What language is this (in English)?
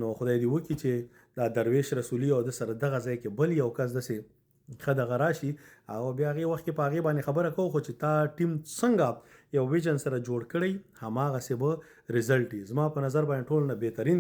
Pashto